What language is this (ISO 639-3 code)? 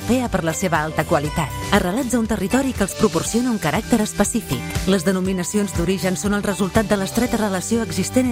cat